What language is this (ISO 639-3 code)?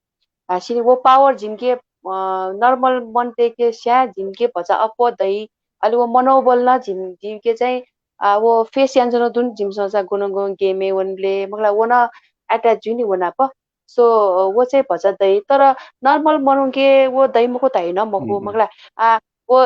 new